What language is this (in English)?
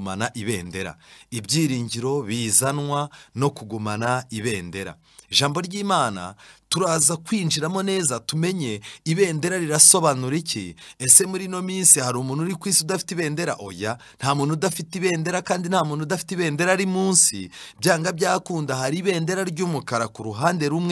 Kinyarwanda